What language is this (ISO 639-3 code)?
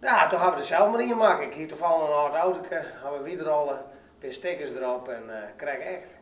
fry